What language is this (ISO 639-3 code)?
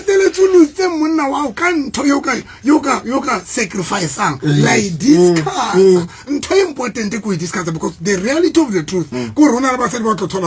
sot